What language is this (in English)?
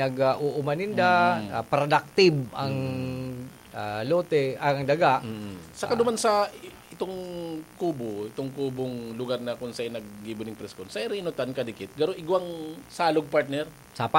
Bikol